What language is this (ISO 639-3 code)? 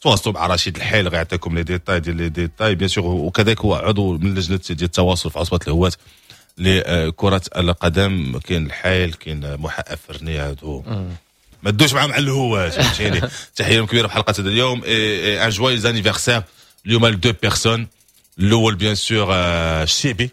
ary